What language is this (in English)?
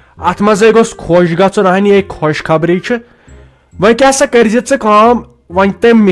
Kashmiri